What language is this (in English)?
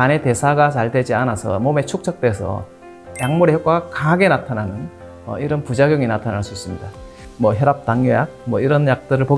Korean